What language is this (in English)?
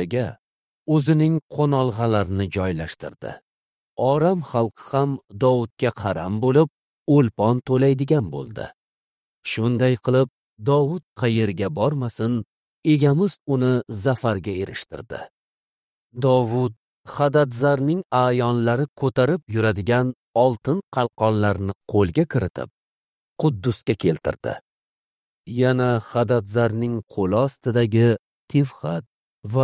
Uzbek